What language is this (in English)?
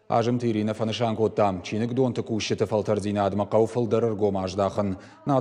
Ossetic